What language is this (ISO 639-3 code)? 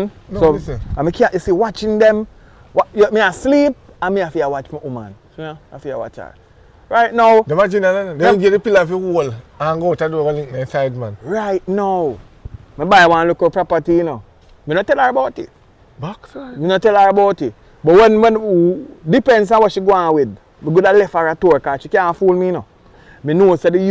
jam